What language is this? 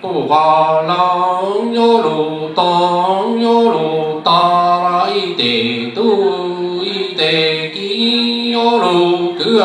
Hmong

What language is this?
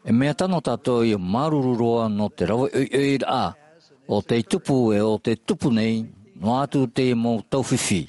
Tahitian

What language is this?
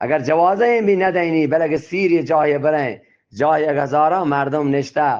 Eastern Balochi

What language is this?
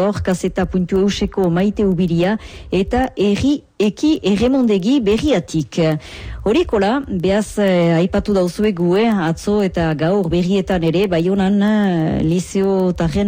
Basque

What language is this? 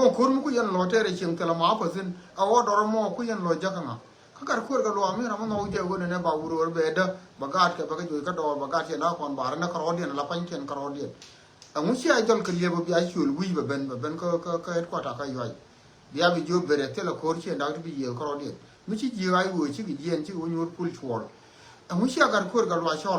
Nuer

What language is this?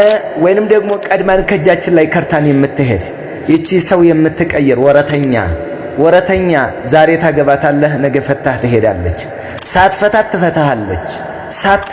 Amharic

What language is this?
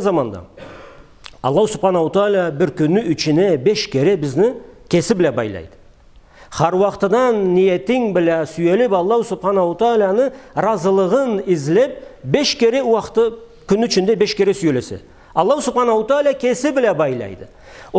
Karachay-Balkar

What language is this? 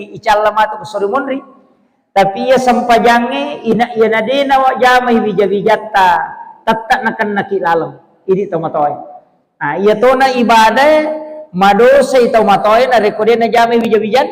Buginese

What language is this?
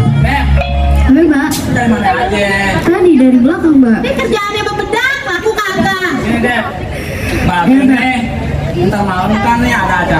Betawi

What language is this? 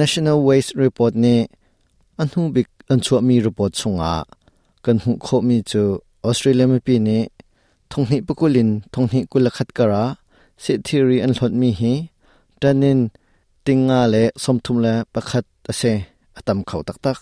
Hakha Chin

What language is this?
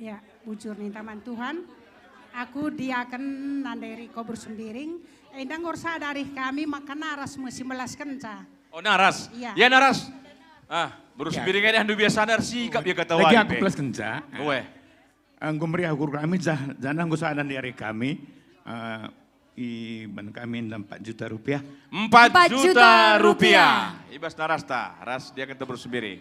Batak Karo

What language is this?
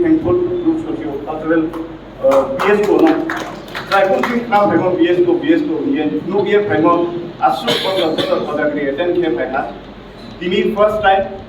Kok Borok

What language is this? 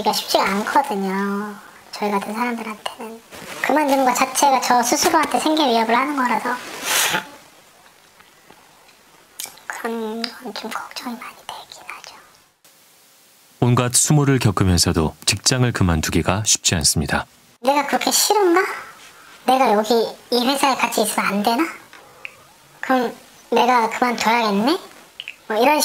Korean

